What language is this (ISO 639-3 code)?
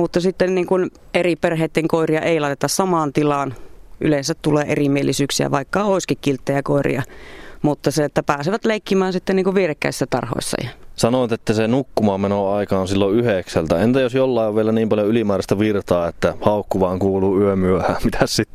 fin